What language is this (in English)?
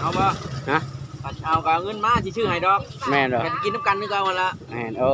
Lao